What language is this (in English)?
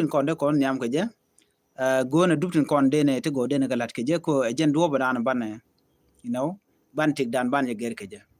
Nuer